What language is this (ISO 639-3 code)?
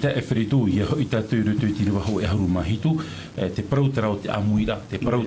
tah